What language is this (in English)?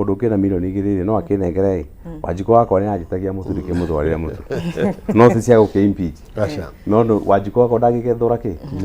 Kikuyu